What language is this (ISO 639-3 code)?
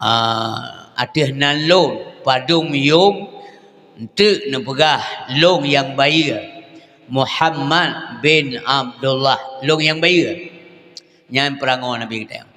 ace